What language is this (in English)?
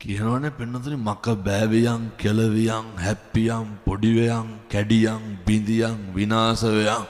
Sinhala